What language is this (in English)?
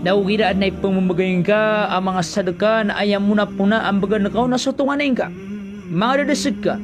Maranao